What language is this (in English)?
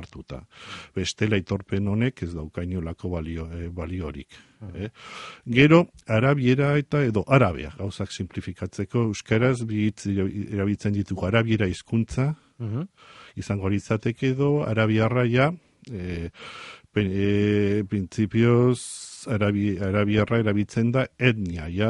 Basque